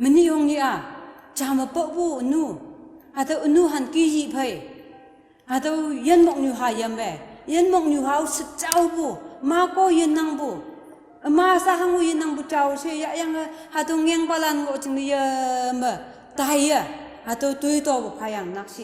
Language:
Konyak Naga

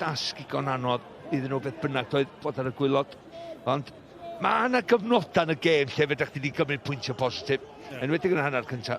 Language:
Welsh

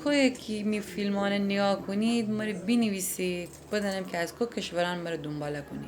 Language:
Gilaki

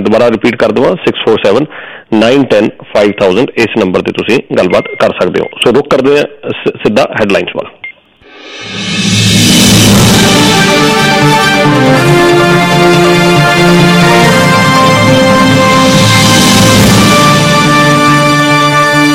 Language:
Punjabi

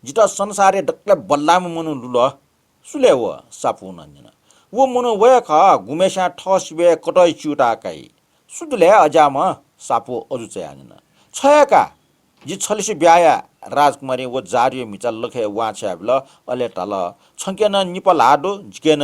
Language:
Newari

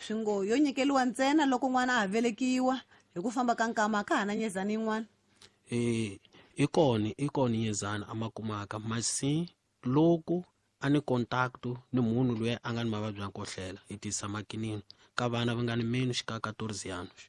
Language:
Tsonga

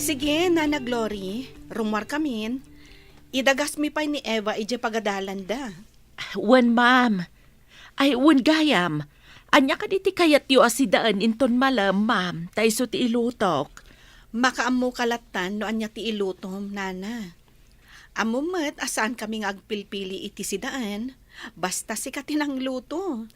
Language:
Iloko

